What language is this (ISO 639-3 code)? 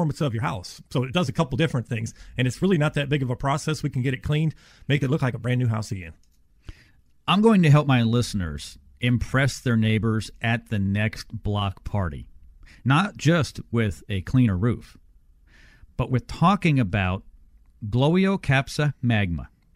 eng